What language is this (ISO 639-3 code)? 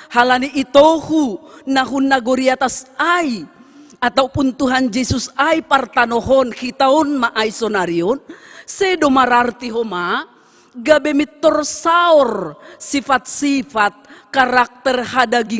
bts